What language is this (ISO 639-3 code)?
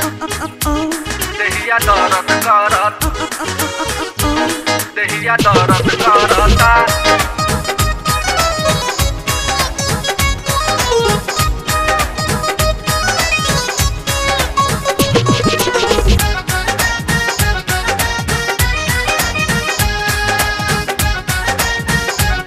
bho